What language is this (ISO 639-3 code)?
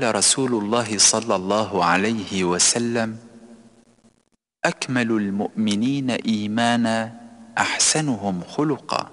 ara